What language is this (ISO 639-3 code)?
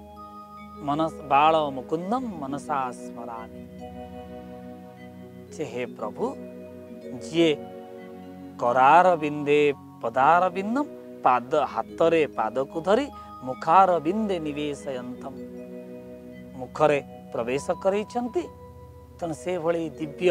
ori